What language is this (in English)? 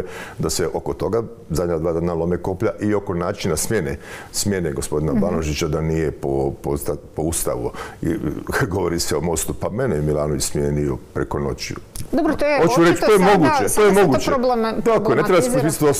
Croatian